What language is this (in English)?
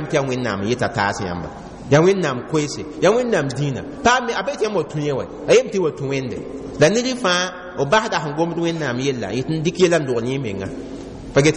Mossi